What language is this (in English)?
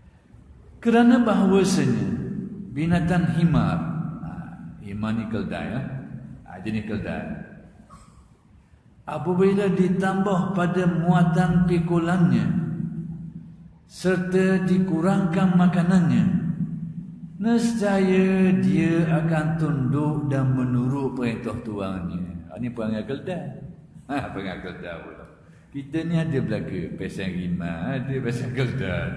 Malay